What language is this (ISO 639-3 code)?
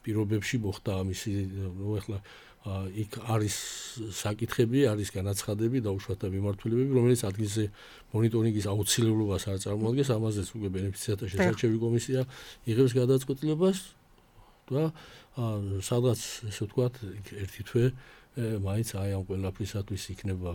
kat